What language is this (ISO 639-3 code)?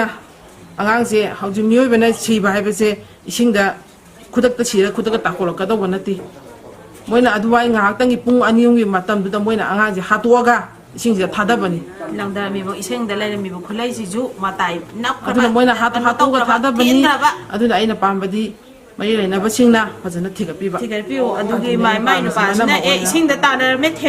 mni